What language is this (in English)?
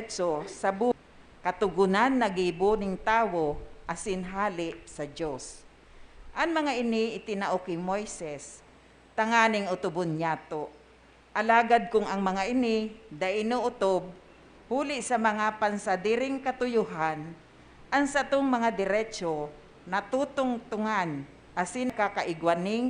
Bikol